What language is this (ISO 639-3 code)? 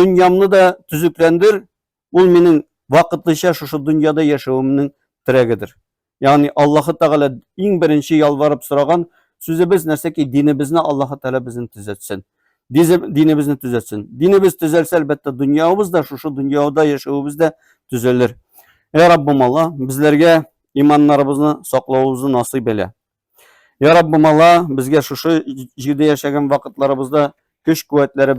tat